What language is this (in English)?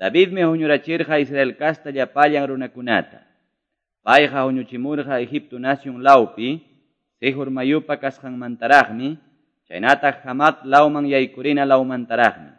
Quechua